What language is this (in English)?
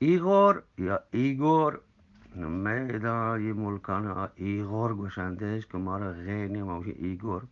Eastern Balochi